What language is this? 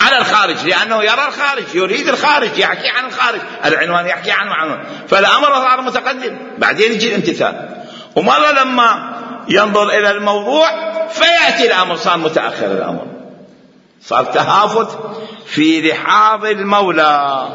Mesopotamian Arabic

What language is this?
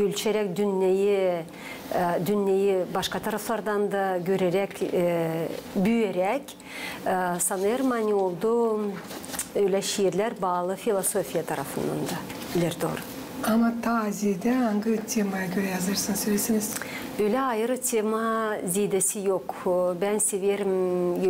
Gagauz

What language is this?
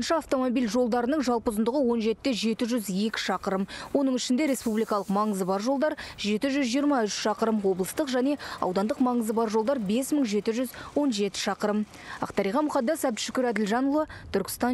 Kazakh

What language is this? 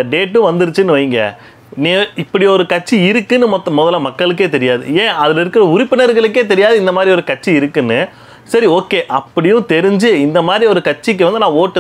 Tamil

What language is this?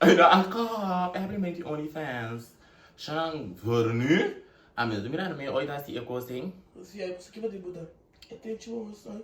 Papiamento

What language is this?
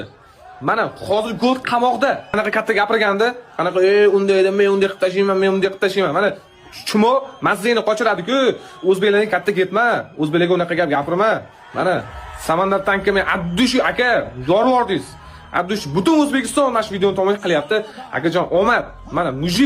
Uzbek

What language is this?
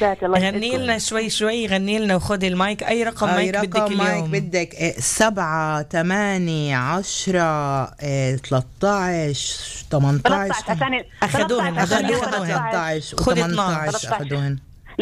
North Levantine Arabic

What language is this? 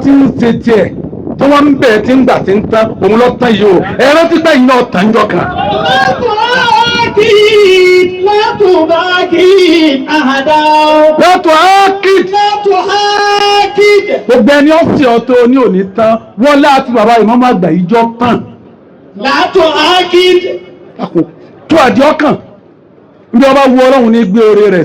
Yoruba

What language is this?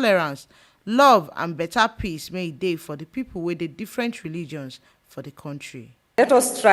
Nigerian Pidgin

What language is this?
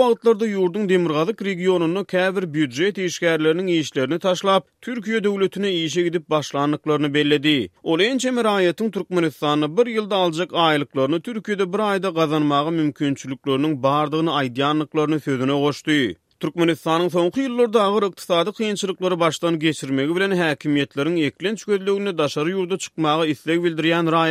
Turkmen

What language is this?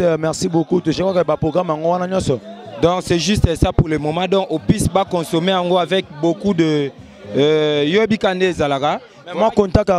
Lingala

